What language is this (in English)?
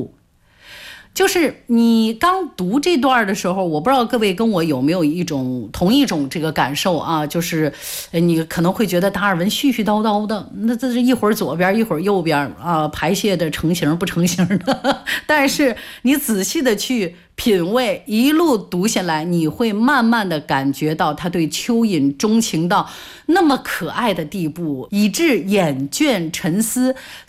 Chinese